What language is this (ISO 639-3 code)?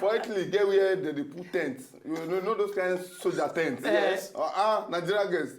pcm